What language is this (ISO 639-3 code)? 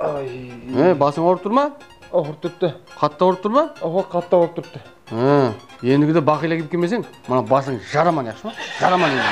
kaa